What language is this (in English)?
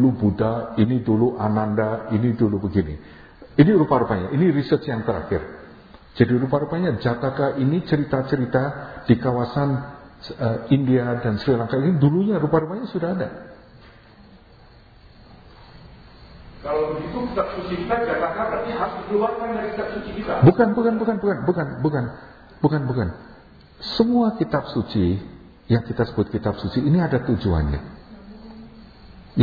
Indonesian